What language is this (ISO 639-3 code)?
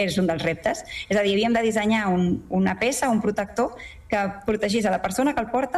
cat